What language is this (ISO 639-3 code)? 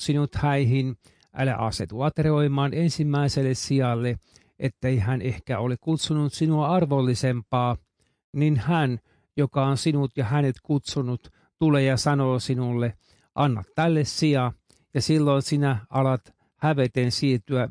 fin